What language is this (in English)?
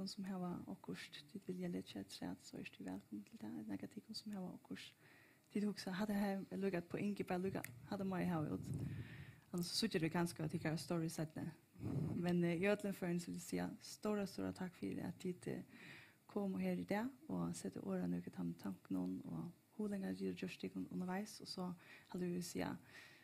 Faroese